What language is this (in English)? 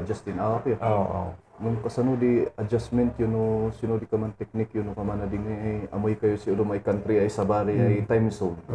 Kankanaey